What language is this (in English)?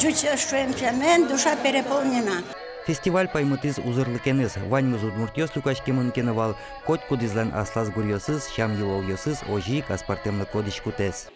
Udmurt